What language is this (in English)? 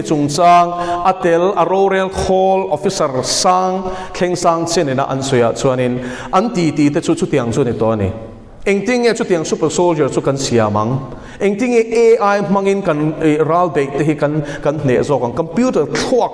Mizo